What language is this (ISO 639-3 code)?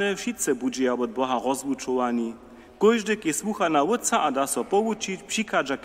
hsb